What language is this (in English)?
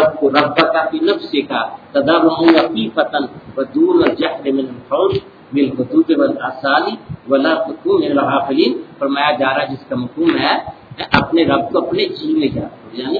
Urdu